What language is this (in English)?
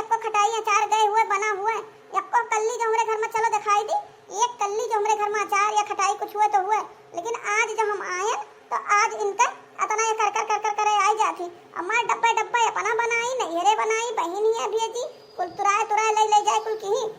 Awadhi